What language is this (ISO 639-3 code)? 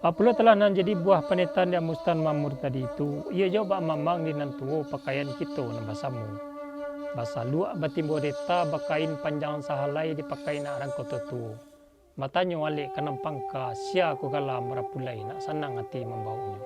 min